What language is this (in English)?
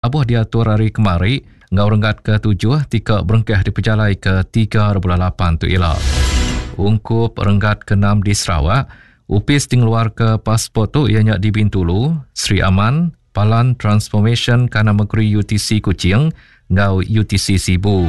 Iban